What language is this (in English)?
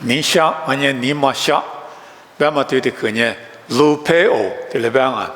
Lisu